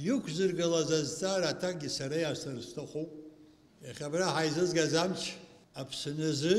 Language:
Abkhazian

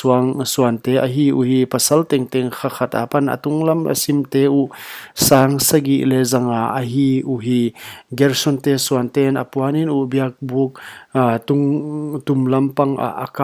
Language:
Paite Chin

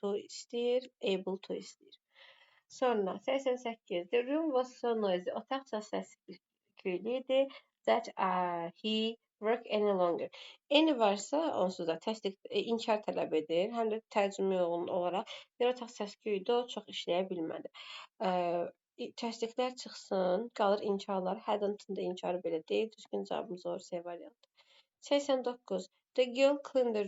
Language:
Azerbaijani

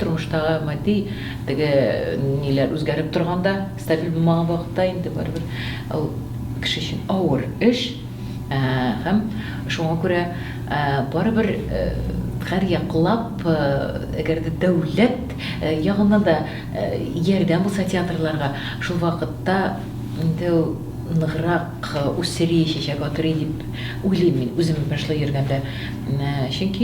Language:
Tatar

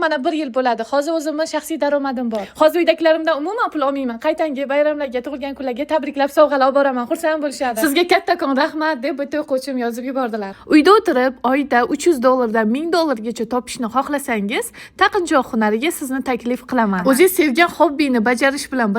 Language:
Uzbek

